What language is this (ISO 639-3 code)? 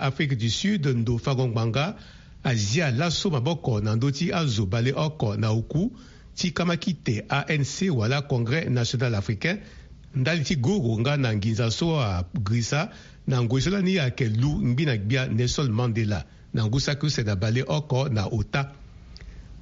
sag